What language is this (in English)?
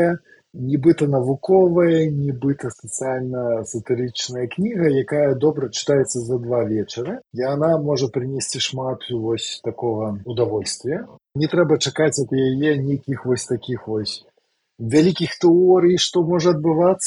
Belarusian